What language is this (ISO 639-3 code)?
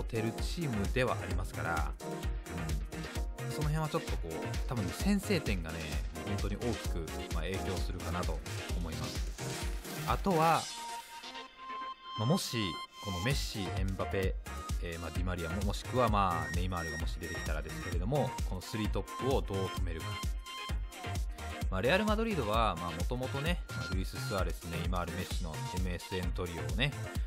jpn